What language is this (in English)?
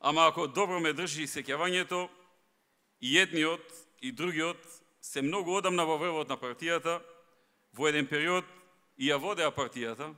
Macedonian